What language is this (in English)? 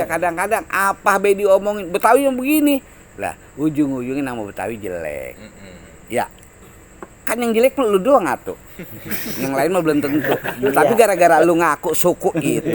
Betawi